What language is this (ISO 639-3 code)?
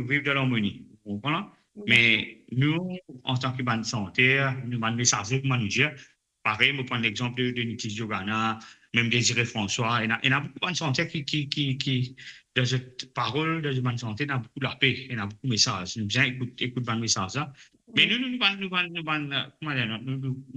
mfe